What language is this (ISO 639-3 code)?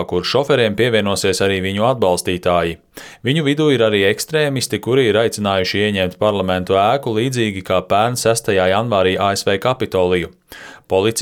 lav